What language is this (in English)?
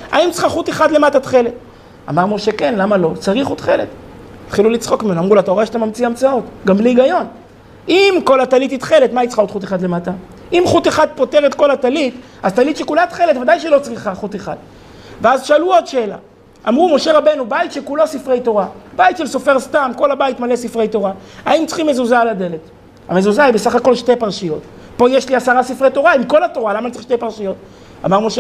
Hebrew